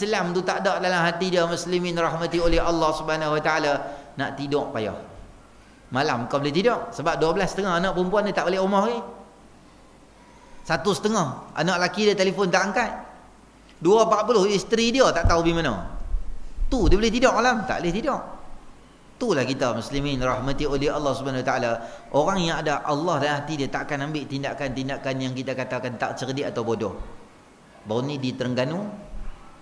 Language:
Malay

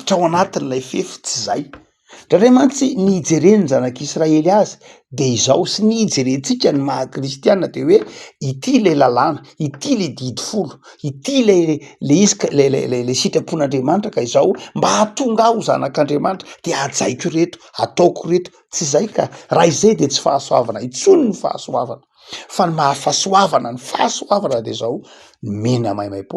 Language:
Malagasy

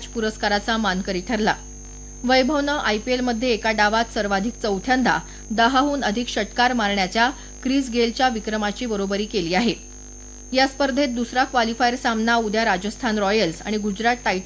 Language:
Marathi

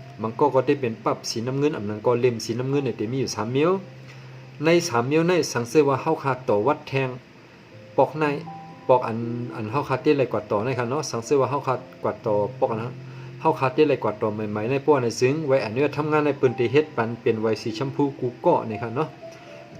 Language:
Shan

